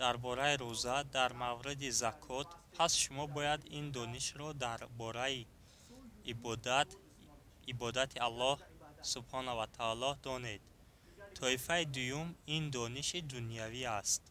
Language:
Tajik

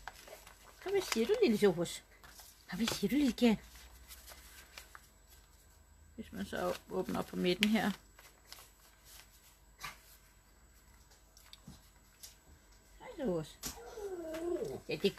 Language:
Danish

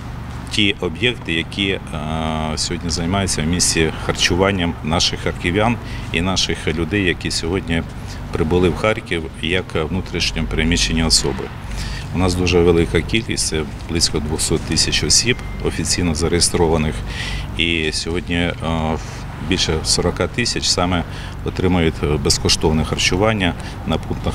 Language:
Ukrainian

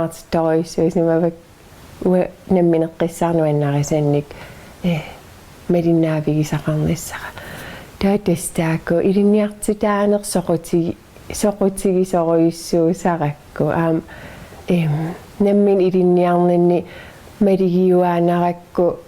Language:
Kalaallisut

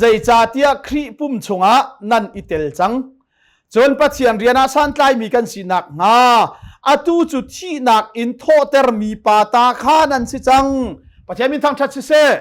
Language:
Hakha Chin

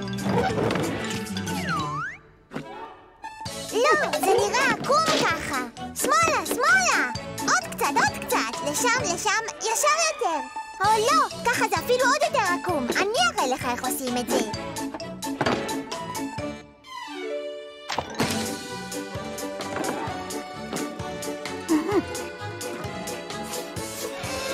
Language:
Hebrew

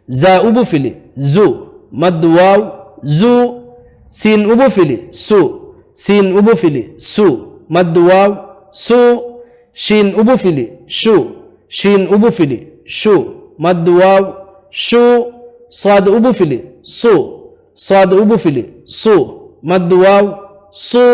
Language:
Divehi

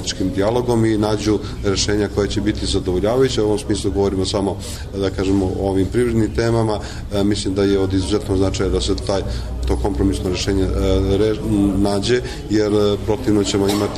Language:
Serbian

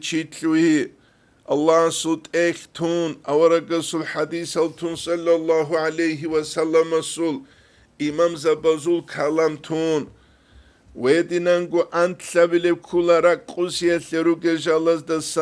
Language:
Avaric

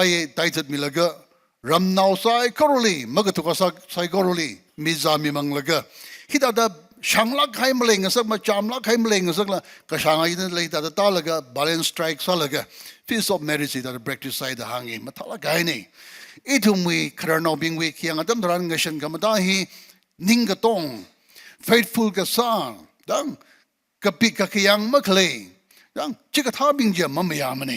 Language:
Tangkhul Naga (India)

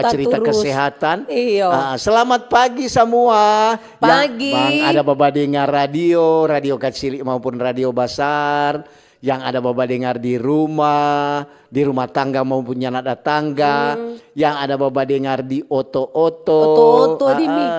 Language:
Manado Malay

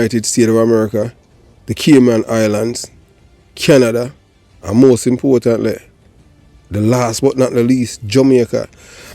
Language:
Jamaican Creole English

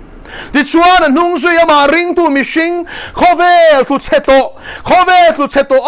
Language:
Mizo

